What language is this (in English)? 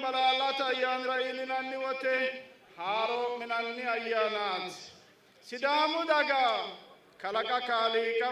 Sidamo